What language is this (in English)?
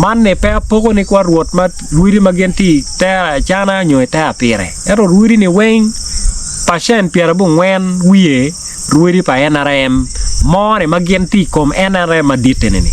Acoli